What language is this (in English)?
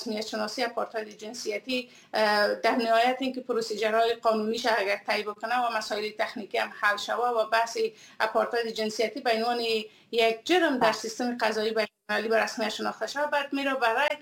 Persian